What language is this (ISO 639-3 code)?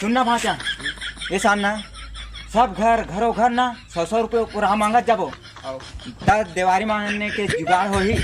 hne